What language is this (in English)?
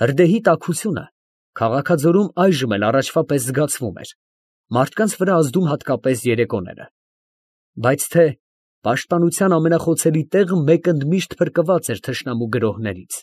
Armenian